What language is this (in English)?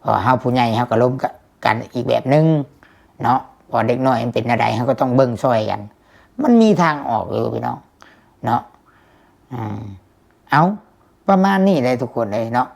Lao